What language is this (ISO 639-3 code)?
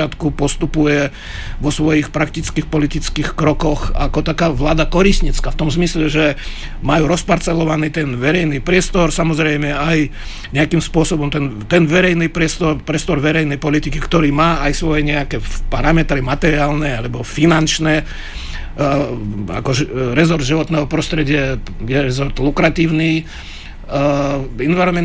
slk